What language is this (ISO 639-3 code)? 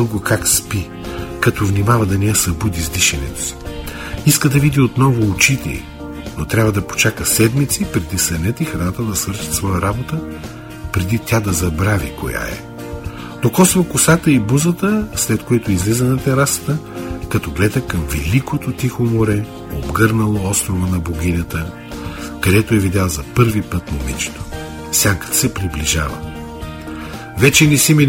bul